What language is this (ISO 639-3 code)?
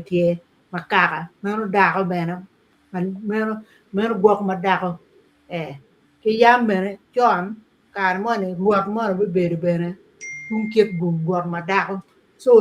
ach